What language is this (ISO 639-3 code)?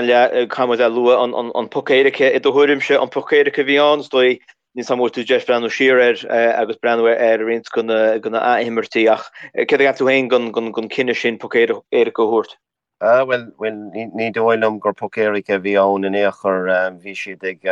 gle